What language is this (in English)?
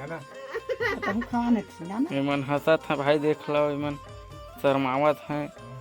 Chhattisgarhi